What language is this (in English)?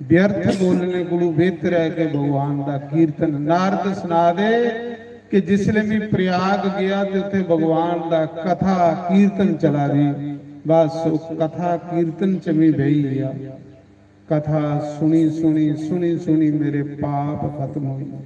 Dogri